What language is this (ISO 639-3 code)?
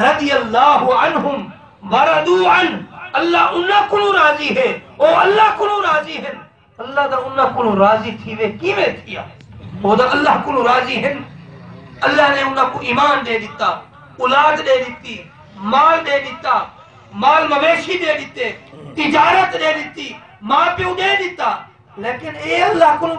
skr